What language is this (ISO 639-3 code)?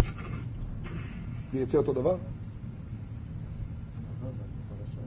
heb